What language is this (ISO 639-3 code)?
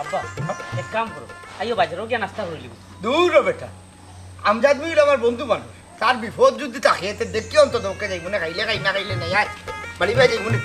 syl